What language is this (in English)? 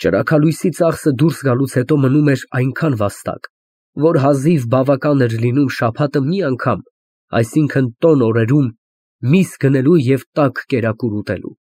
Armenian